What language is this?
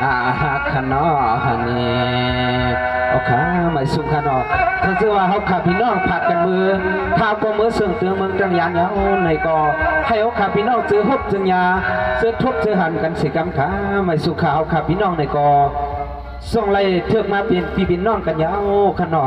Shan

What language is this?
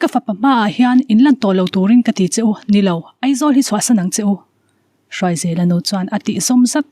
Mizo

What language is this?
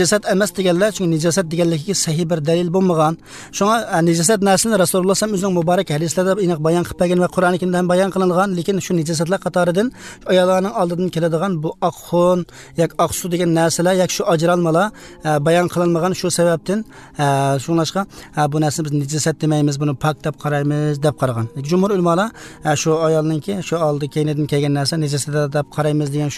Uzbek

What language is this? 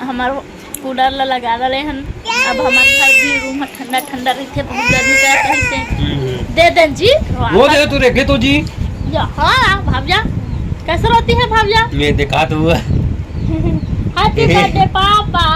Chhattisgarhi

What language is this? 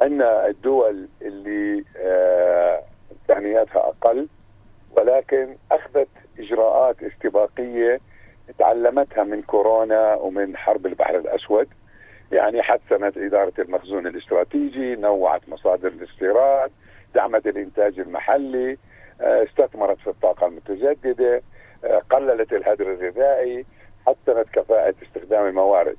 North Levantine Arabic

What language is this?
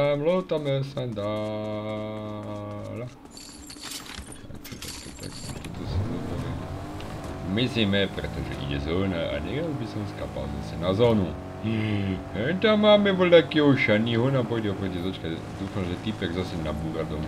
Slovak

